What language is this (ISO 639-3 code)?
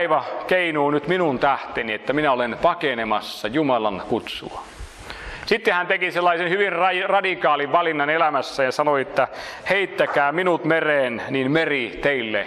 fin